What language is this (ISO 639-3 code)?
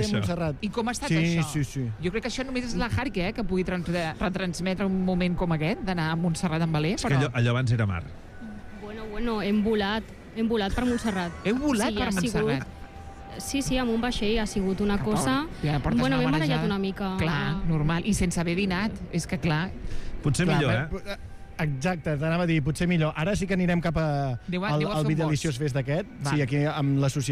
cat